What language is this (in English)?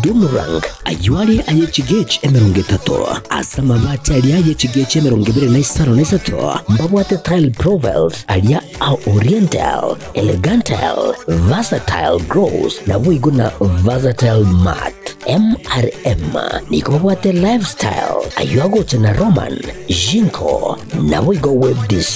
Gusii